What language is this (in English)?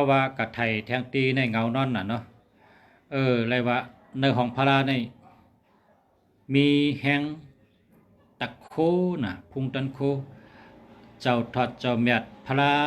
Shan